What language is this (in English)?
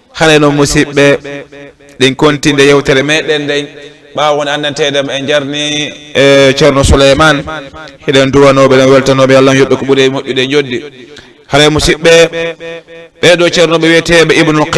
Fula